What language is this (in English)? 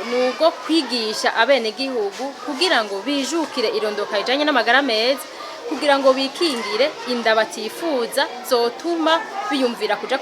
Rundi